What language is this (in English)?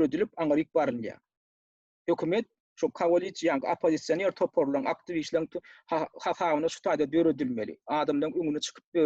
Turkmen